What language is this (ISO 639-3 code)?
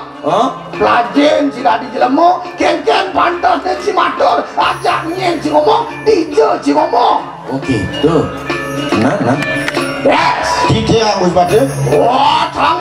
ban